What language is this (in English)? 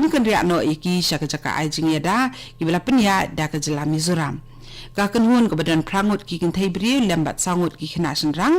Khasi